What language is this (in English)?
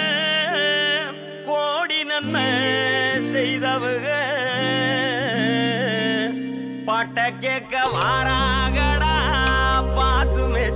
Tamil